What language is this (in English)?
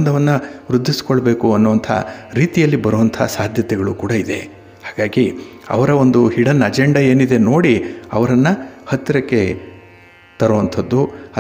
Kannada